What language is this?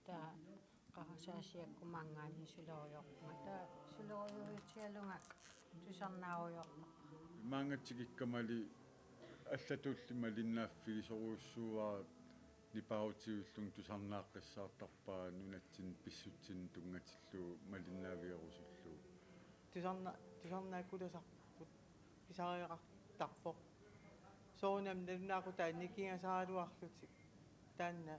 Kalaallisut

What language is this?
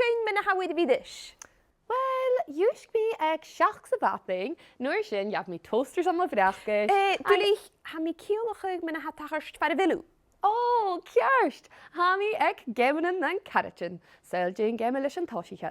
Scottish Gaelic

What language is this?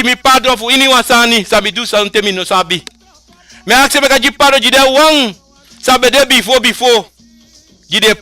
Sranan Tongo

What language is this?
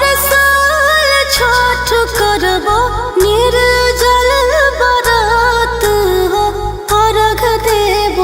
Magahi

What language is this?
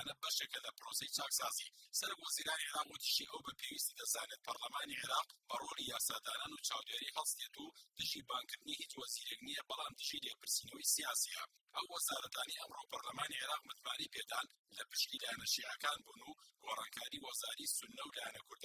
Central Kurdish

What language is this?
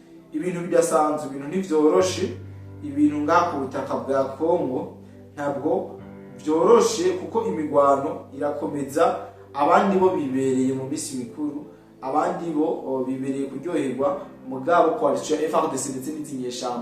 Rundi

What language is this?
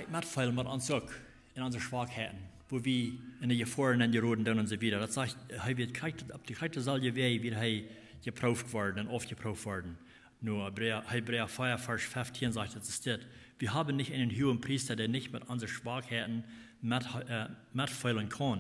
Plautdietsch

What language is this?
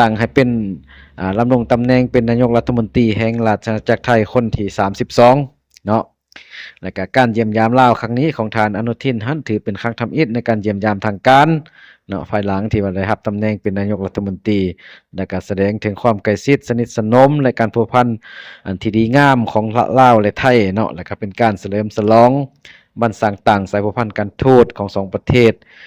Lao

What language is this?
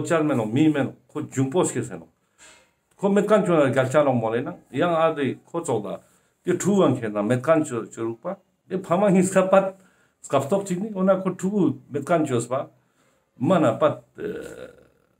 Ladakhi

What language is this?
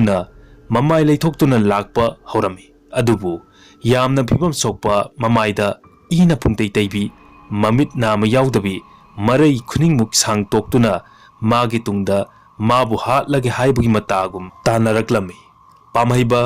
Manipuri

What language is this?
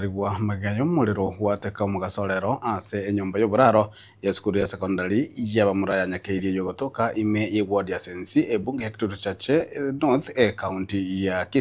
Gusii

